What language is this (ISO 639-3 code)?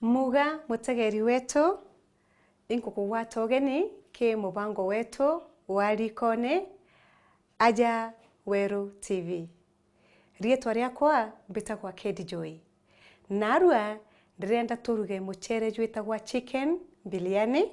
mer